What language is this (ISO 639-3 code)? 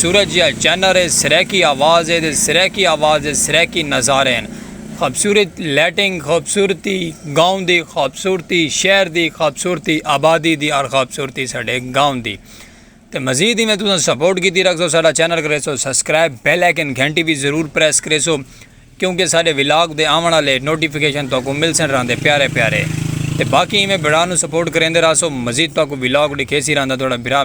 skr